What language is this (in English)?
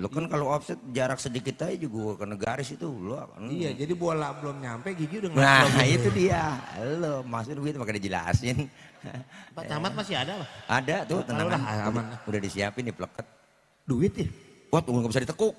Betawi